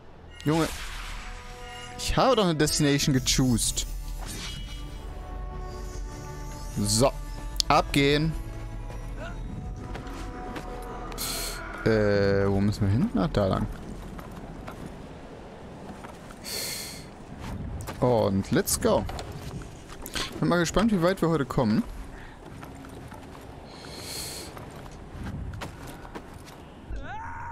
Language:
German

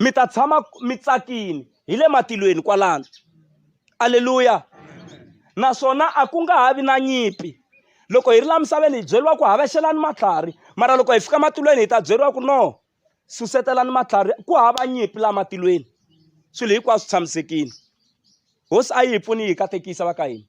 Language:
Tsonga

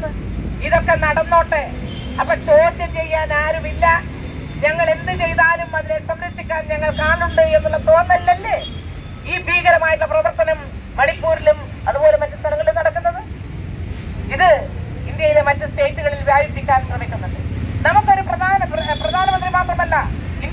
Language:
Malayalam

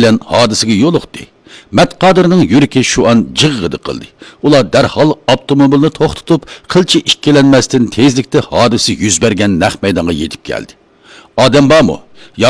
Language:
Uyghur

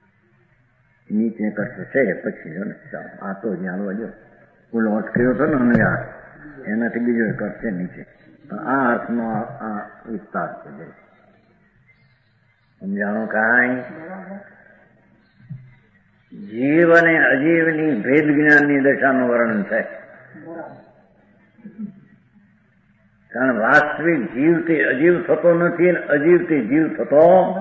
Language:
Gujarati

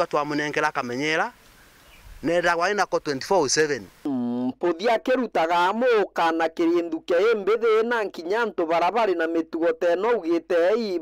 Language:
Meru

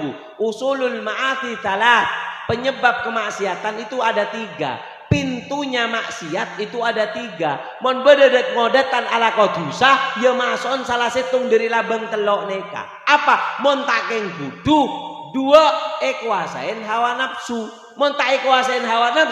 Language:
Madurese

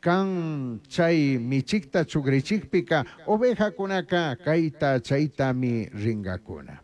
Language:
Chimborazo Highland Quichua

